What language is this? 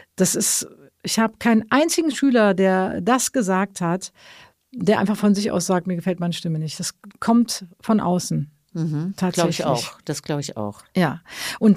German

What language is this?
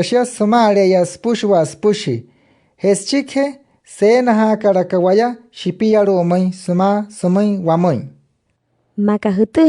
Wayuu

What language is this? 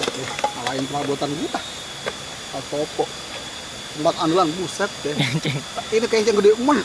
Betawi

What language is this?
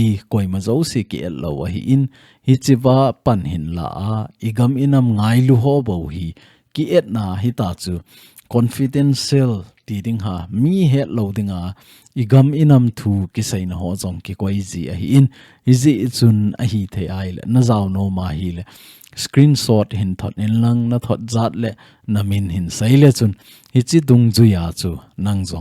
Thado Chin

